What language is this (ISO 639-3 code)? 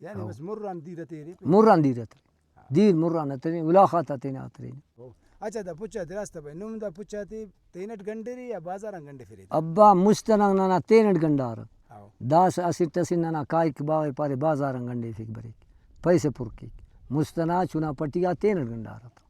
brh